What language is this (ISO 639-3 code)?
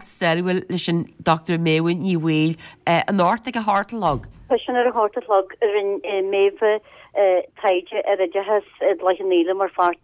gle